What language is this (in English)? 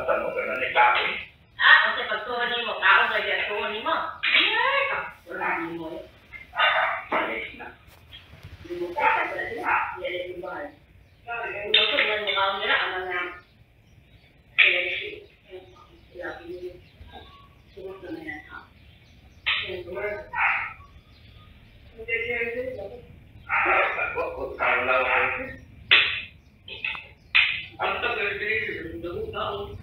Filipino